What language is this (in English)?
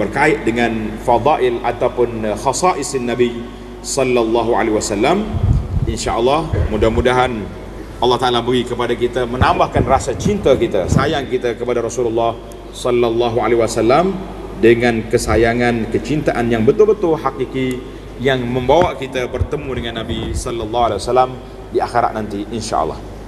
Malay